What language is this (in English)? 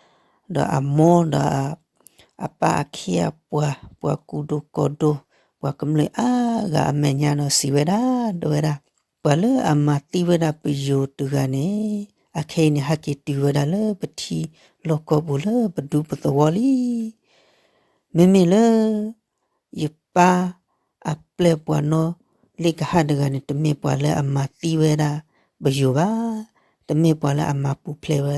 S'gaw Karen